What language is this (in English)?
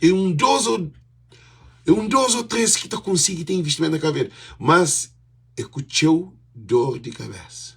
Kabuverdianu